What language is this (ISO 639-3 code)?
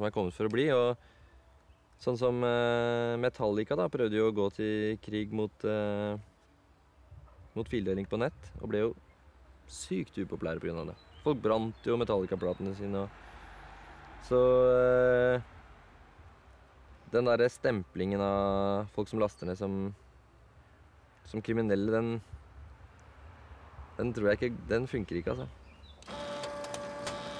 nor